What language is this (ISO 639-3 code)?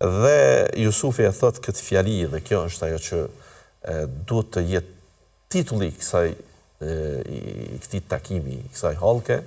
sqi